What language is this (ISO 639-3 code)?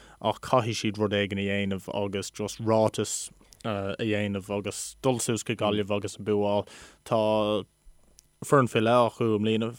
gle